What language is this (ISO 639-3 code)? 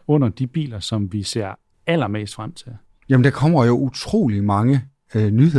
dan